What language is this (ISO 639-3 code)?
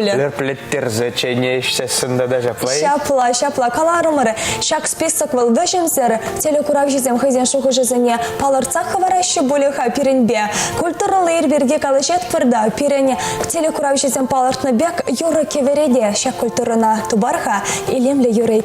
chv